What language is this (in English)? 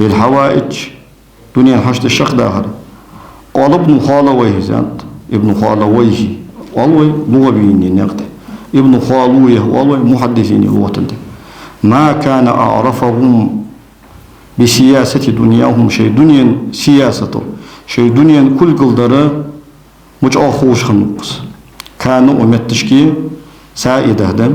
Ingush